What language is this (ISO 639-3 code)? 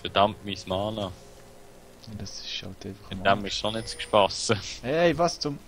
gsw